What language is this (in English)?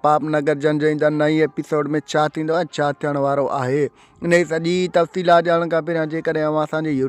Sindhi